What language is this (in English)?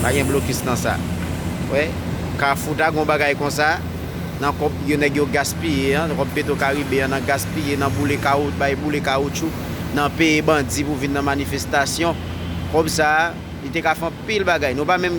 Haitian Creole